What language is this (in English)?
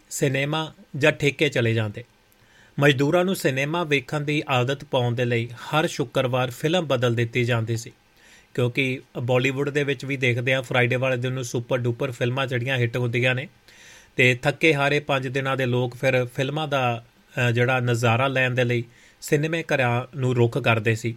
Punjabi